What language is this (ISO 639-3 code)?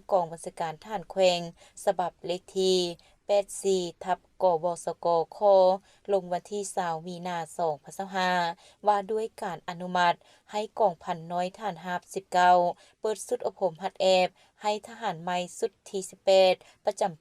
lao